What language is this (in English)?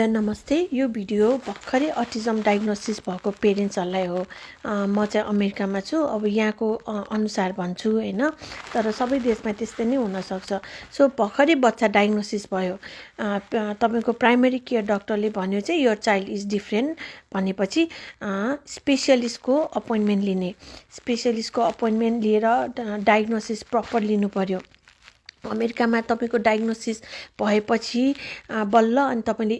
Nepali